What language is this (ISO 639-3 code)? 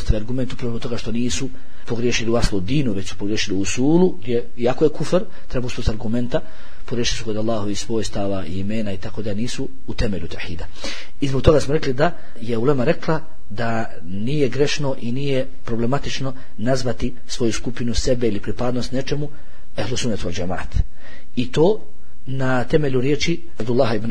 bos